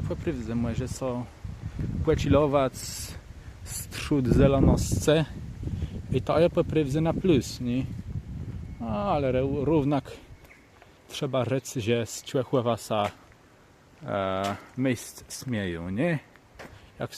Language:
Kashubian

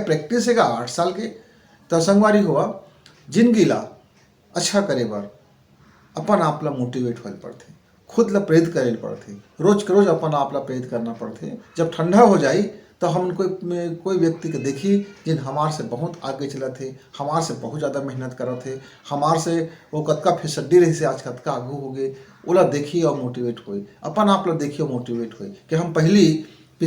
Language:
Chhattisgarhi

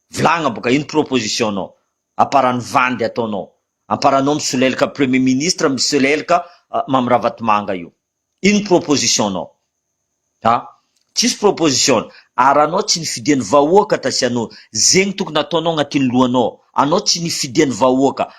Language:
Malagasy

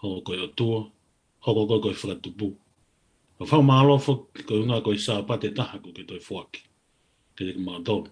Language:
Tongan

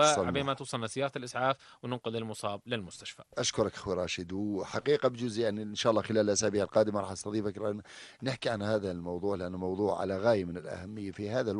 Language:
North Levantine Arabic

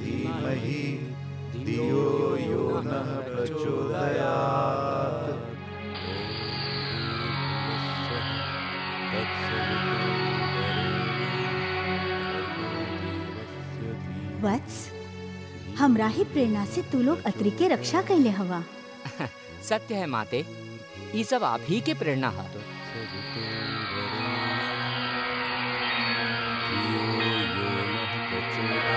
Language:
Bhojpuri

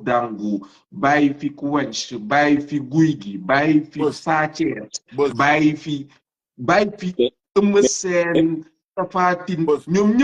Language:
Wolof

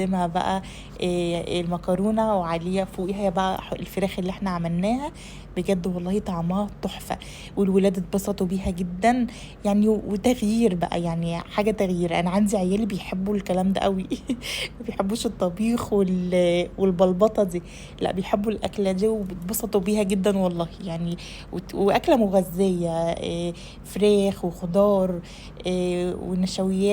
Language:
Egyptian Arabic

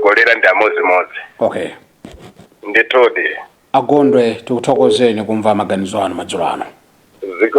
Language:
Nyanja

